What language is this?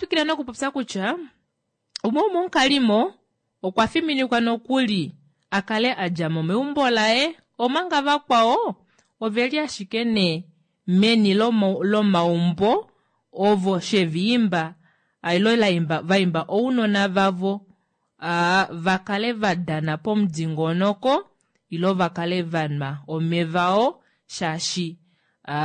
Kuanyama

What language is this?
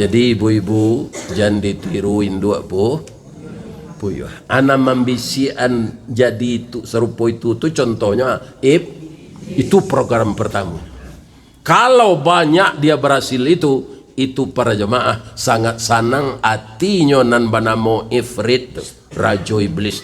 Minangkabau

